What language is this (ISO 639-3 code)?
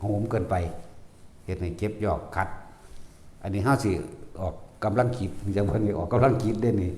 tts